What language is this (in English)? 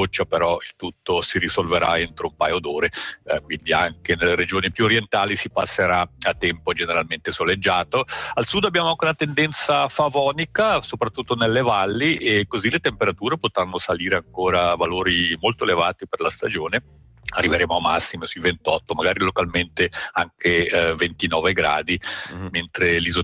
Italian